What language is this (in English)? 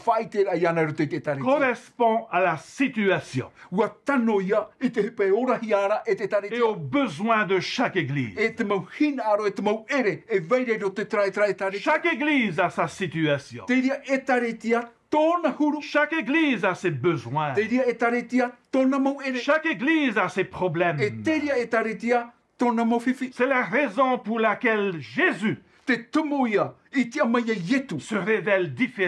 Tahitian